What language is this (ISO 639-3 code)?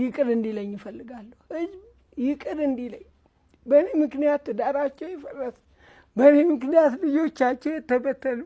amh